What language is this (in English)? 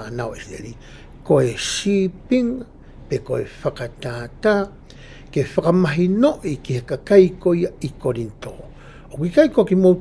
Tongan